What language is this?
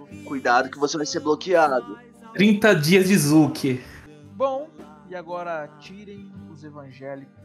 Portuguese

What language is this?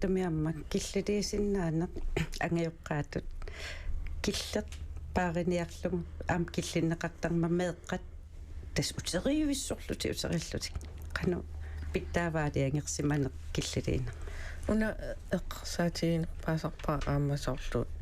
Kalaallisut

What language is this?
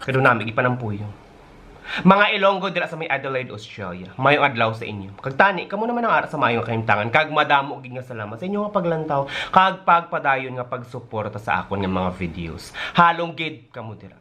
Hiligaynon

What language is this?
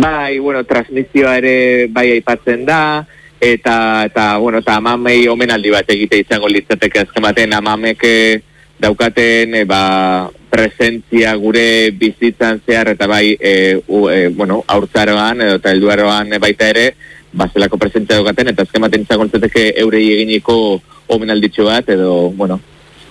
Basque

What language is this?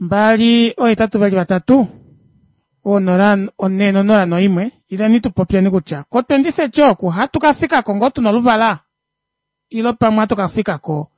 Kuanyama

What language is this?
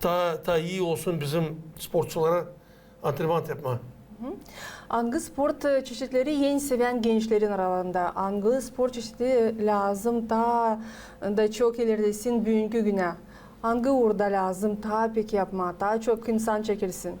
Gagauz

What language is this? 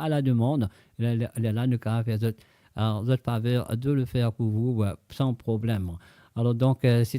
Morisyen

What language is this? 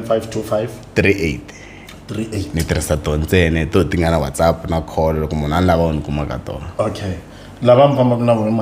Tsonga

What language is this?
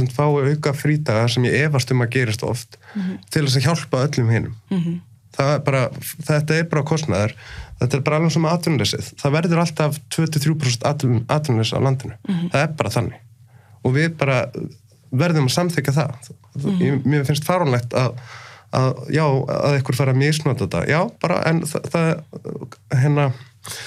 Icelandic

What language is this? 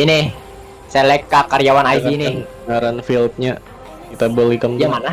Banjar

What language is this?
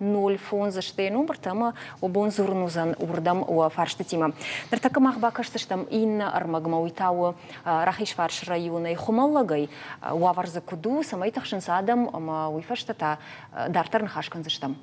Ossetic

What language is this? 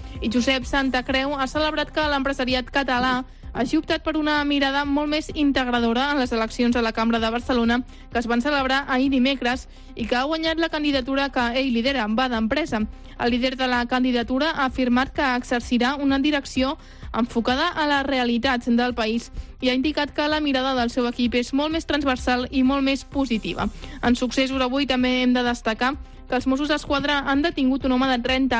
Catalan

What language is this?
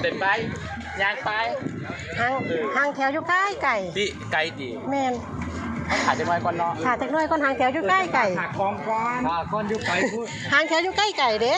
Lao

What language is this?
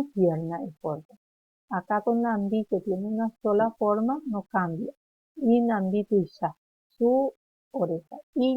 Guarani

